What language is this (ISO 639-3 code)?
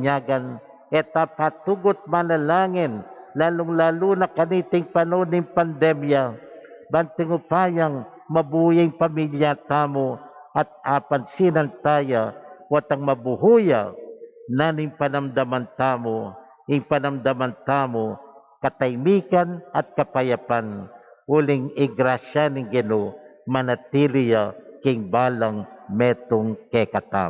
pam